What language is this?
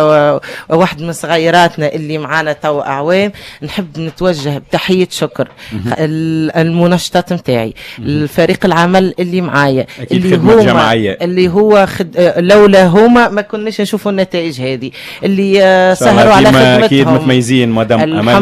Tunisian Arabic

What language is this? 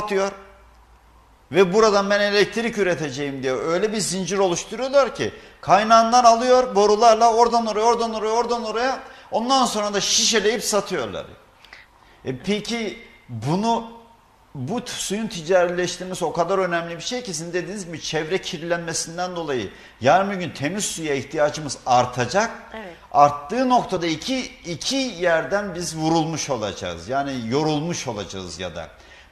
Turkish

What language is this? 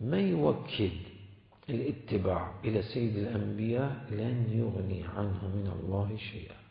Mesopotamian Arabic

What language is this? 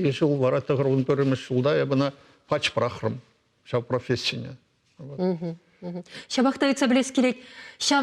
Chuvash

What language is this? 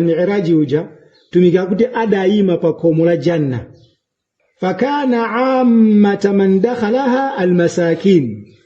Nyanja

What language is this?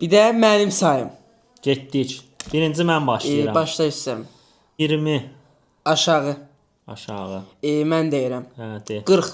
Azerbaijani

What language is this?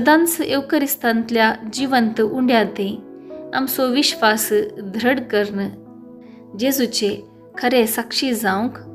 Konkani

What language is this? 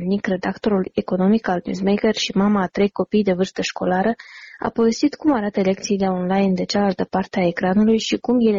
Romanian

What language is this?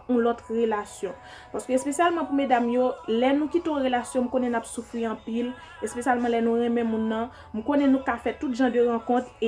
Haitian Creole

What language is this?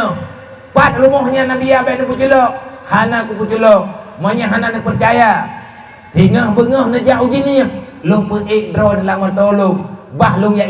Achinese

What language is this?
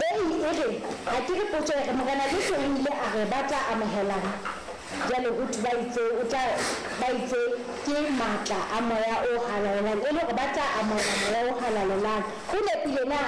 Southern Sotho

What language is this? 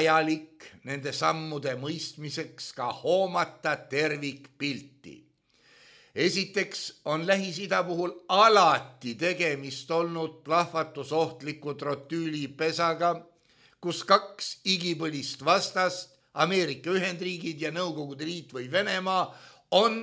Estonian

